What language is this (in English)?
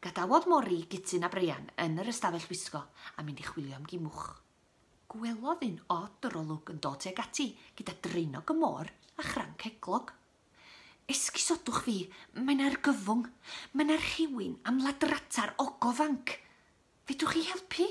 Welsh